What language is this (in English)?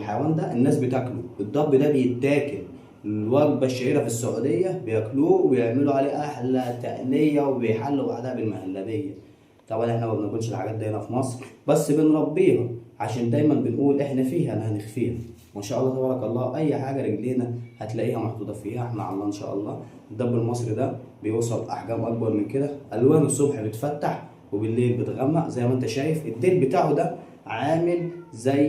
Egyptian Arabic